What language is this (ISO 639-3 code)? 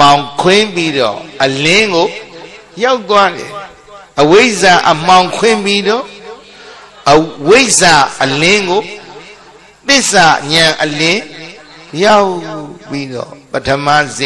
mya